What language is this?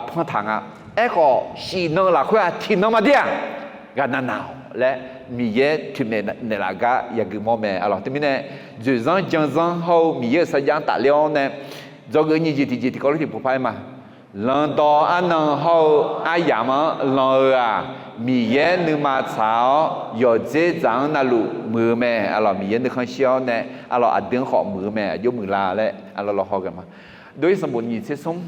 Akha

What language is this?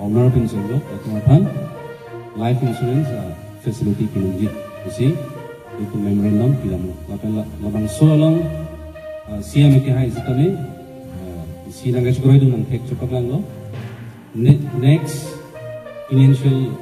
Karbi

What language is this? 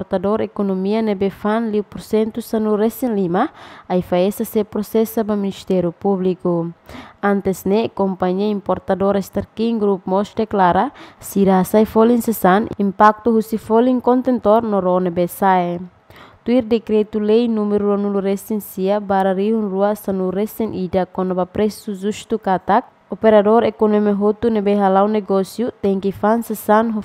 Tetum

